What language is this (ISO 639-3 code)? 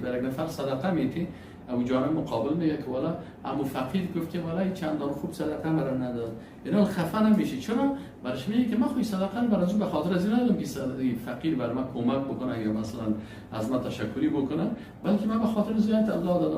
fas